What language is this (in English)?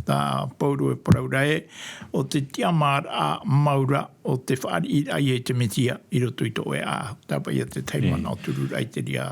Tahitian